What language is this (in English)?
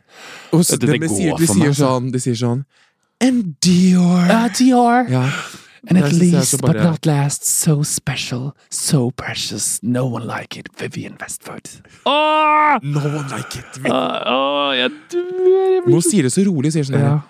Norwegian